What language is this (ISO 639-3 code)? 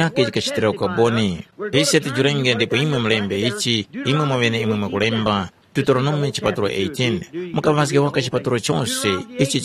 tum